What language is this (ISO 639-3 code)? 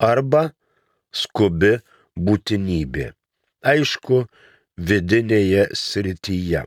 lit